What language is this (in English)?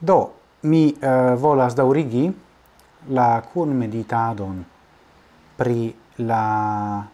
Esperanto